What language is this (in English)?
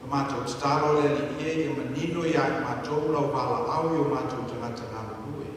Samoan